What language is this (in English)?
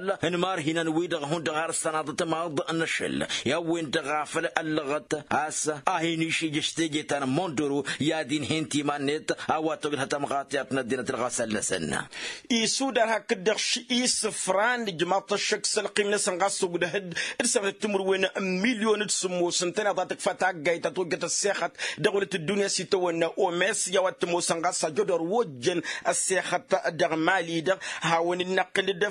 Tamasheq